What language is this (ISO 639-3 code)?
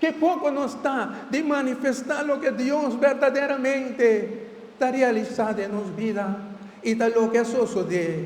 pap